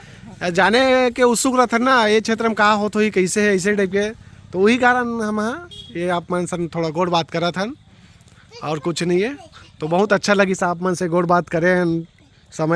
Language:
Chhattisgarhi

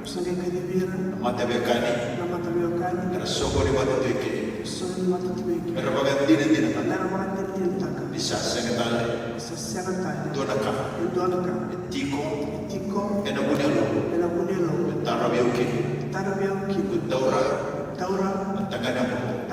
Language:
Fijian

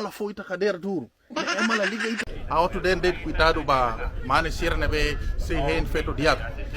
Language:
Tetum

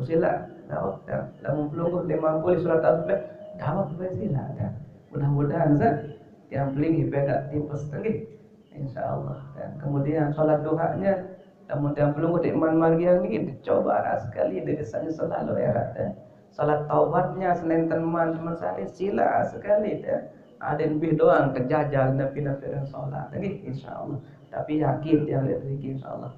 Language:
Sasak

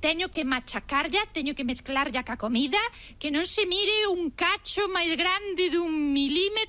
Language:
Galician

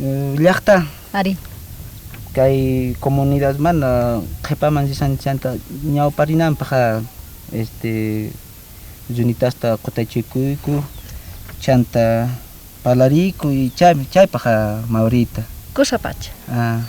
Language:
South Bolivian Quechua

